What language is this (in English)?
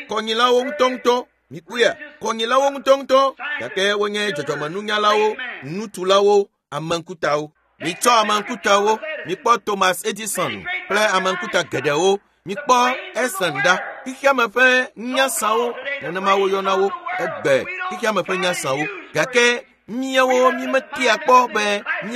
Ewe